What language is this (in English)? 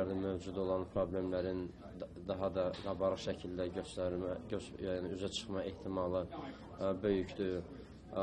Azerbaijani